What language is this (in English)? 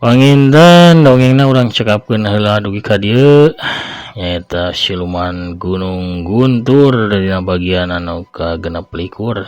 Sundanese